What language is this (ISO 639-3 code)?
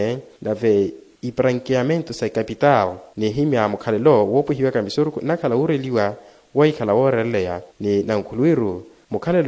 vmw